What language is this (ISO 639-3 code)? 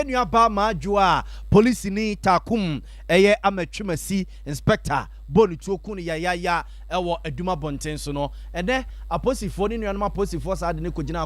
aka